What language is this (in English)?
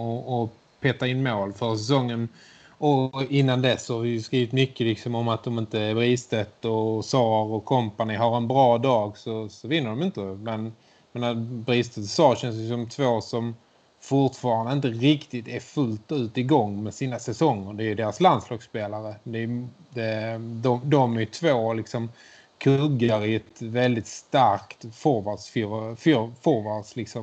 Swedish